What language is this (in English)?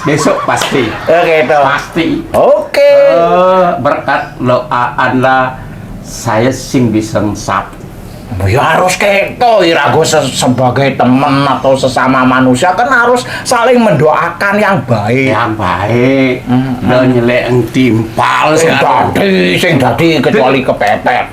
Balinese